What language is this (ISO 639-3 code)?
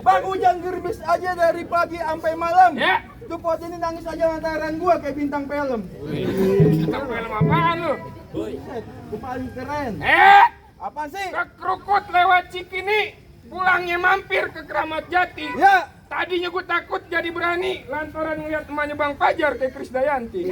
bew